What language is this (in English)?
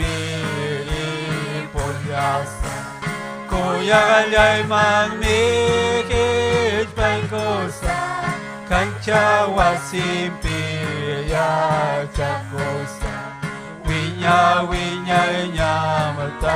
Ayacucho Quechua